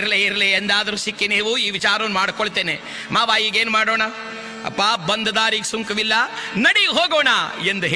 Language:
Kannada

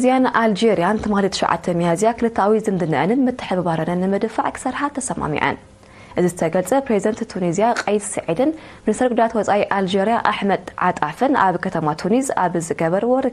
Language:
Tigrinya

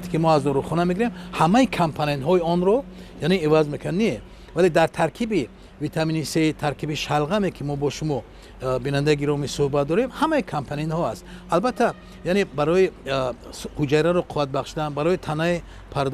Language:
Tajik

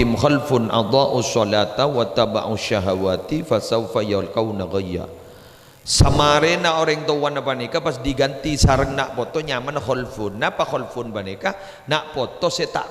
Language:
Madurese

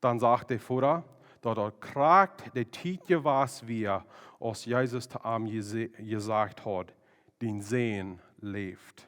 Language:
Plautdietsch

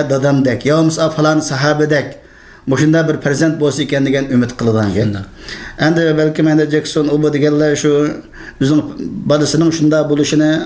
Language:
Uyghur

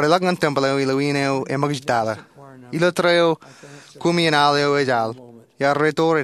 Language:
Marshallese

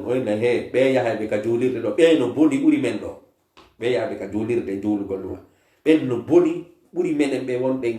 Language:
Fula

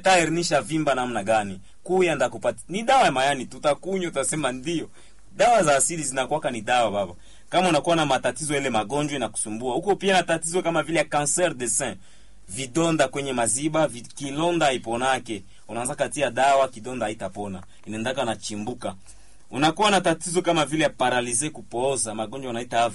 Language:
Swahili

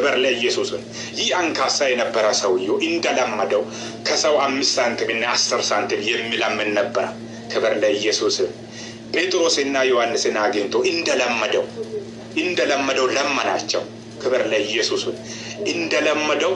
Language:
Amharic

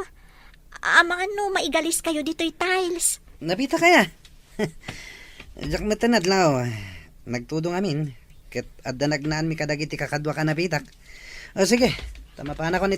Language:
Iloko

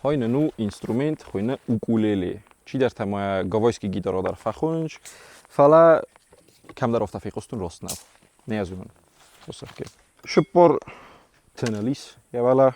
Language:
Ossetic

